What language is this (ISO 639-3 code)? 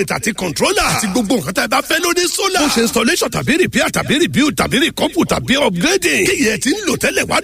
yor